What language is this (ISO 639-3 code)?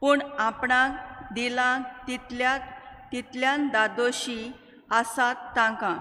kok